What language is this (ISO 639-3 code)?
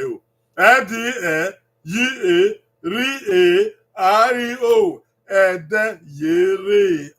bin